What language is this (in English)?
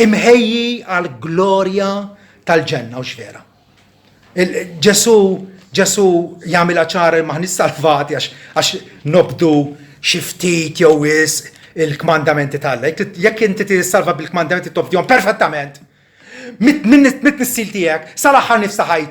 Maltese